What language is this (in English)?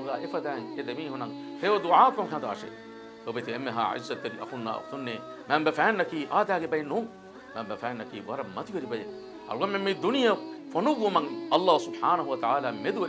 Divehi